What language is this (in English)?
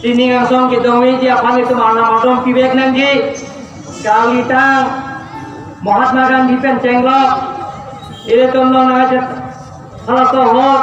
Karbi